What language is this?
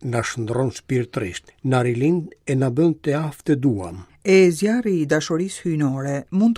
Albanian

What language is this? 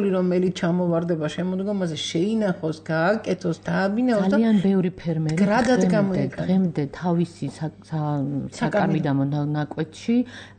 Georgian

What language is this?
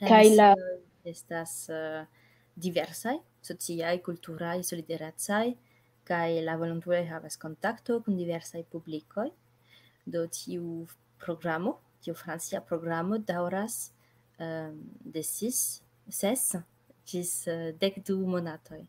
Esperanto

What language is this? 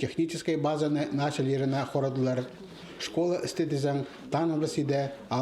Khakas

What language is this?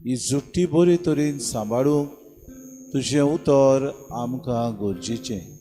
Konkani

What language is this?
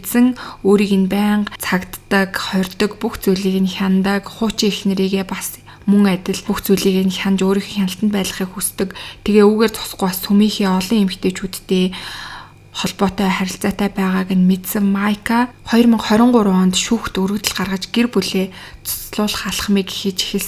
Mongolian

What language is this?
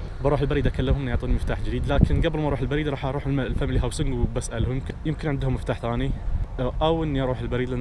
Najdi Arabic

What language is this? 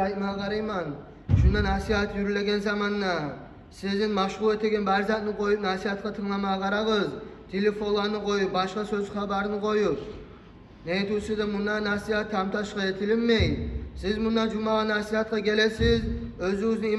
Kumyk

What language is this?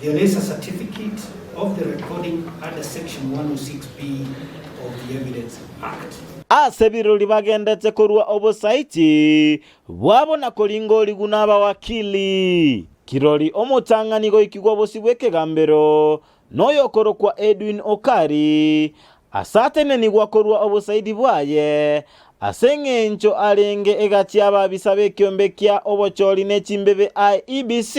Gusii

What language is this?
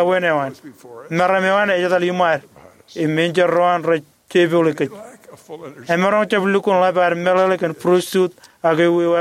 Marshallese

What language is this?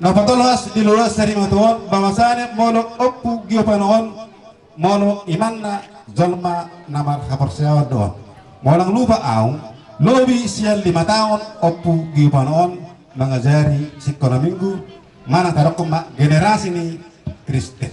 Batak Toba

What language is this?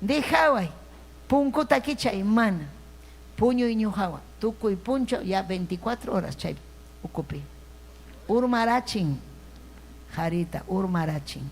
Ayacucho Quechua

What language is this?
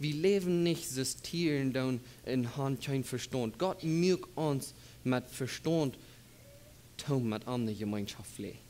Plautdietsch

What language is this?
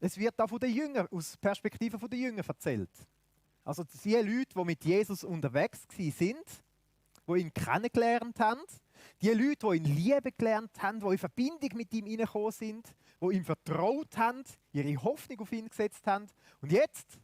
Swiss German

